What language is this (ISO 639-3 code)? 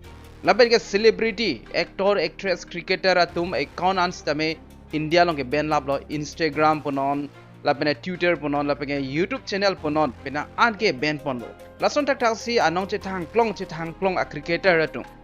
mjw